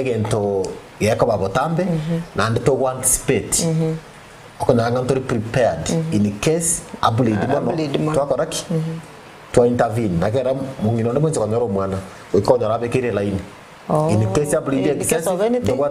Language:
Gusii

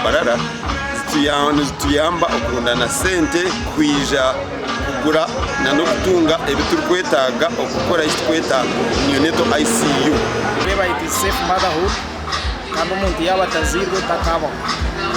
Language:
Nyankole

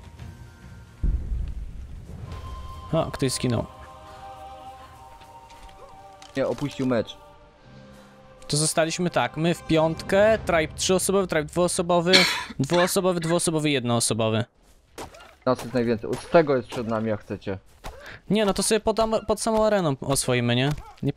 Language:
Polish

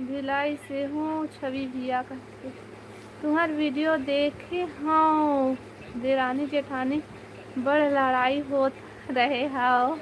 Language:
Chhattisgarhi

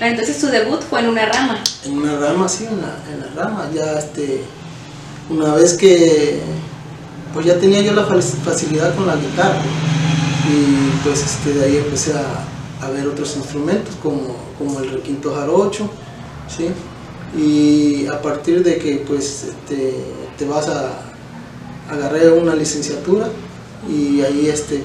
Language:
Spanish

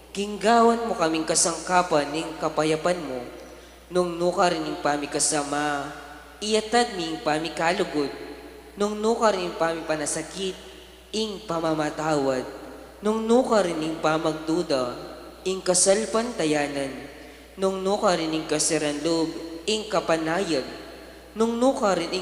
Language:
Pampanga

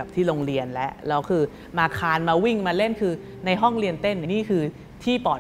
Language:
Thai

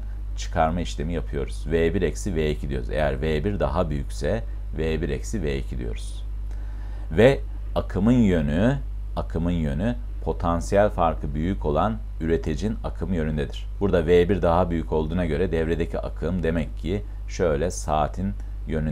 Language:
Turkish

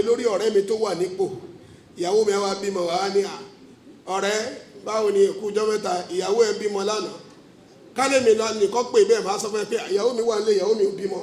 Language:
Yoruba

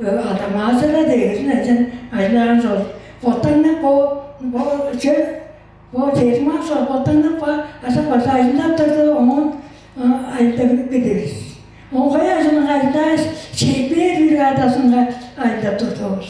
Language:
Tuvinian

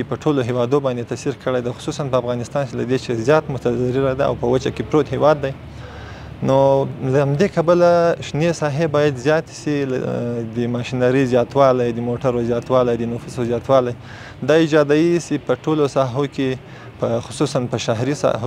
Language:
Pashto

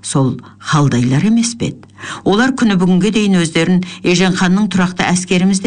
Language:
Kazakh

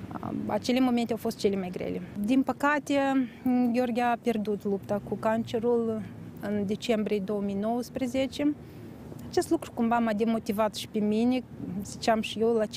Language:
Romanian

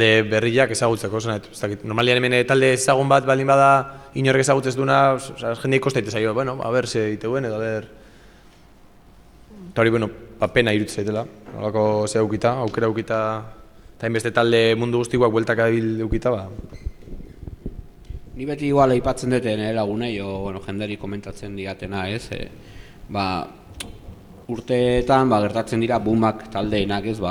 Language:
Basque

